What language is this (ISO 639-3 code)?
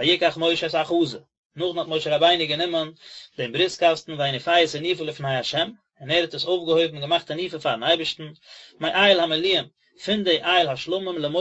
yid